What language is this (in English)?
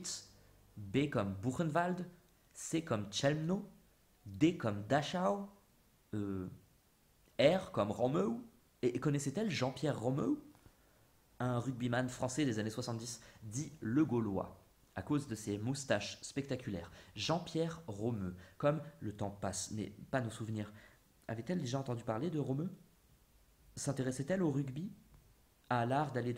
French